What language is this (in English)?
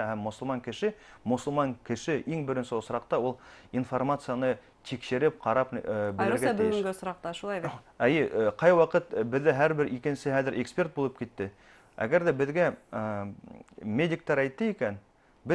Bashkir